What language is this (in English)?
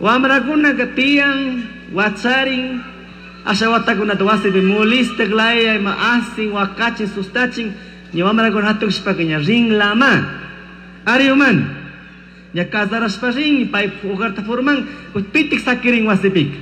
Chimborazo Highland Quichua